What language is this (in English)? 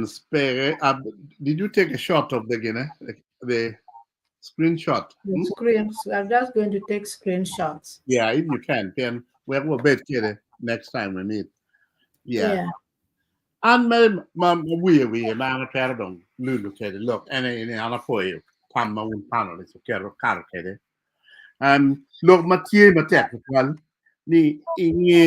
Acoli